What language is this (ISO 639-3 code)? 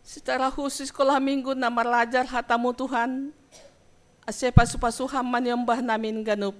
bts